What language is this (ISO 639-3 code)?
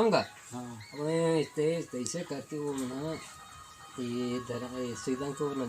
hne